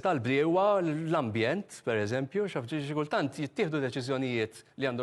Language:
Maltese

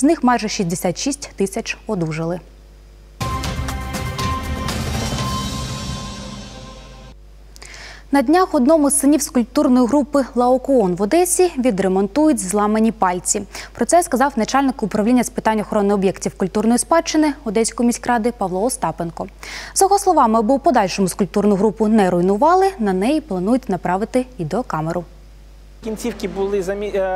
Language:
Ukrainian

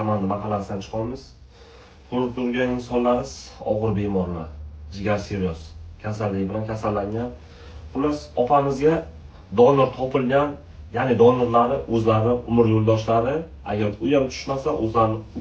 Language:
Uzbek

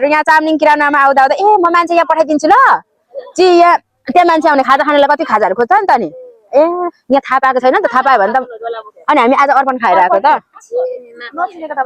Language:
Nepali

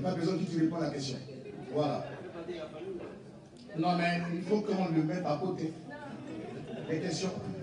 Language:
French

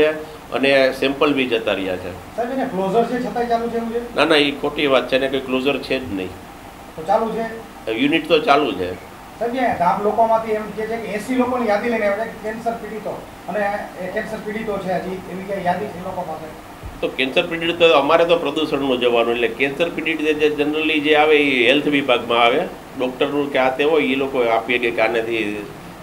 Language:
Gujarati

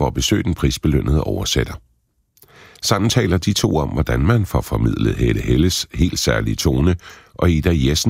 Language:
Danish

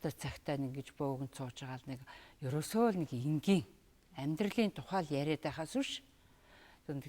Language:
Mongolian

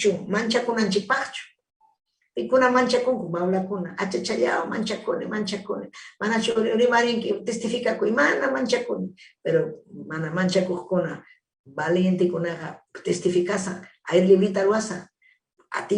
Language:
Ayacucho Quechua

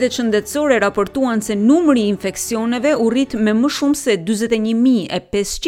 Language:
Albanian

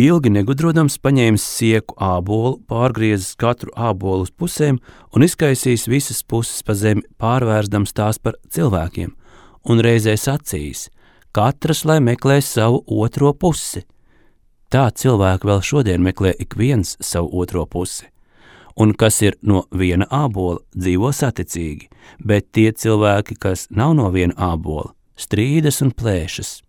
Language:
Latvian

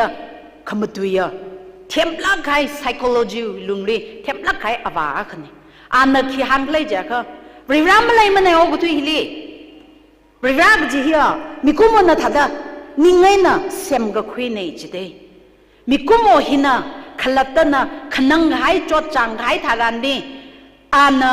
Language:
Tangkhul Naga (India)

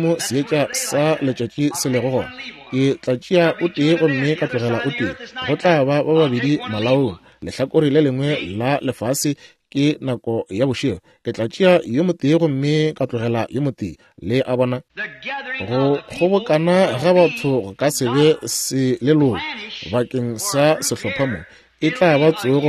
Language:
Northern Sotho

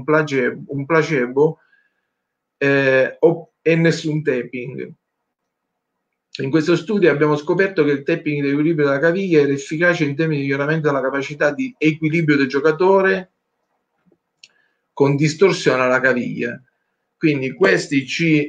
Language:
Italian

